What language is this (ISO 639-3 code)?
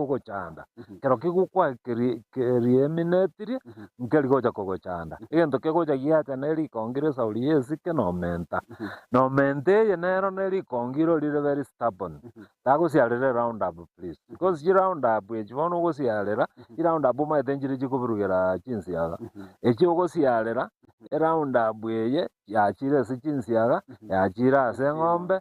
guz